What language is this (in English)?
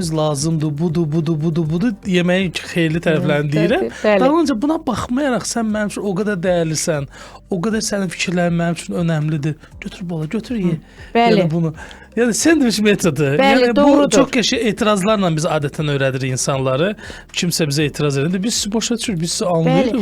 Azerbaijani